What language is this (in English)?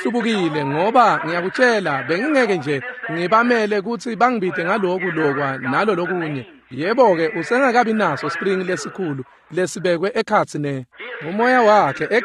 Swati